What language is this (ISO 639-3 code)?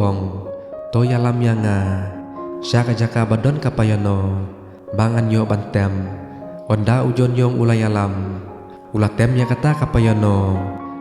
kha